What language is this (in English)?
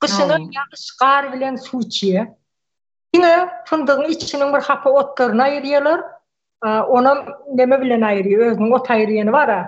Turkmen